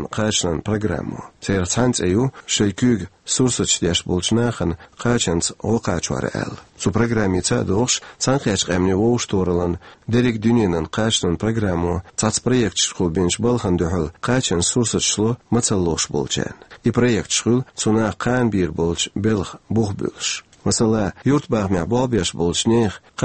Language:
Chechen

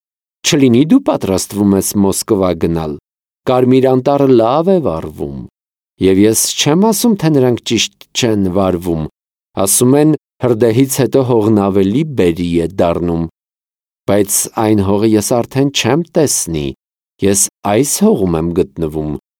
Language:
Armenian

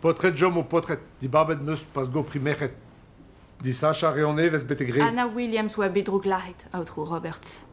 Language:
Breton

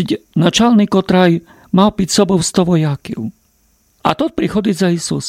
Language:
Rusyn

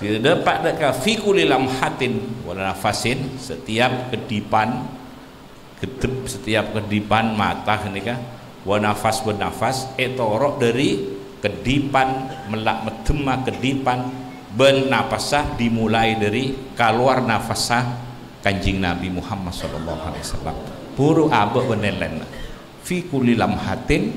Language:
Madurese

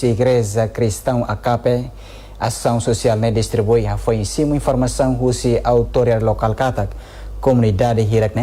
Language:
Tetum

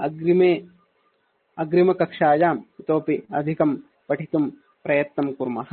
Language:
Sanskrit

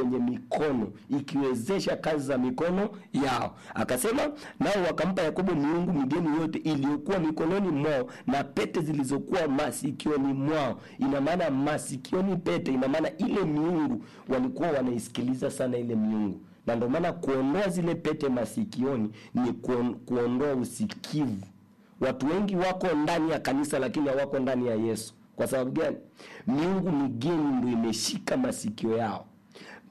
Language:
Swahili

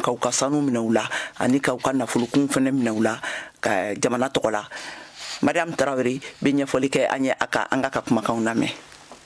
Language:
Bambara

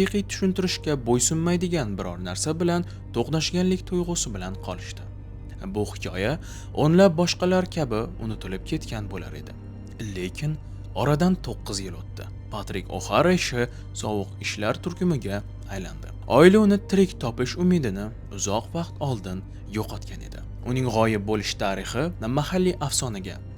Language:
Uzbek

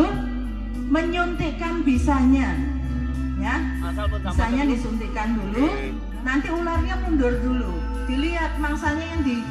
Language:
Indonesian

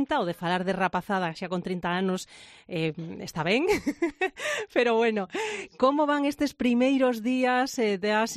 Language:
Galician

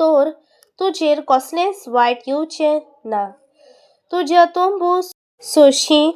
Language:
Konkani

